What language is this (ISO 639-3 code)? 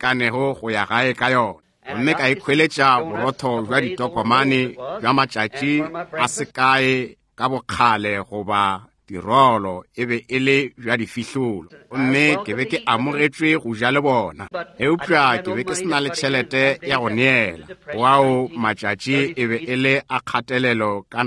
nso